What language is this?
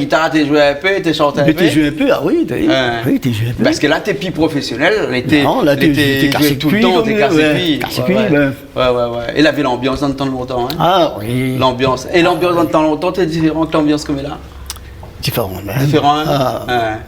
Réunion Creole French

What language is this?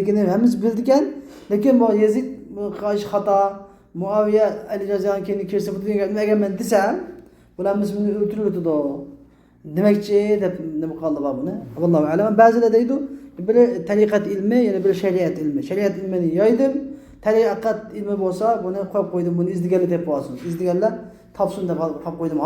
Uyghur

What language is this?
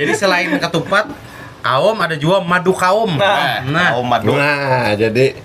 Banjar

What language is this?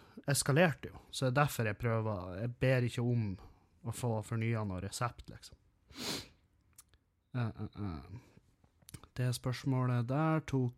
Norwegian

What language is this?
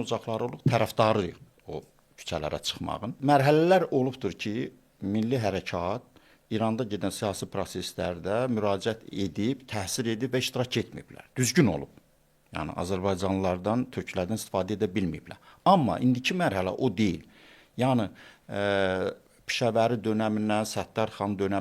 Azerbaijani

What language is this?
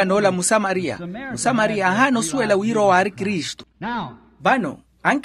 Makhuwa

